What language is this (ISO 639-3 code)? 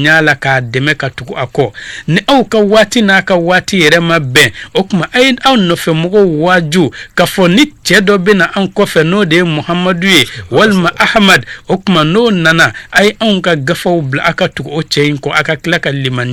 bam